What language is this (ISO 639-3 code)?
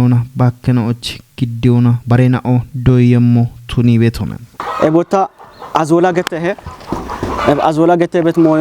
kbr